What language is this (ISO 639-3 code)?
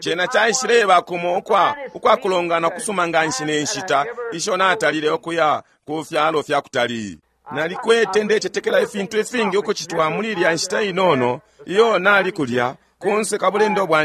bem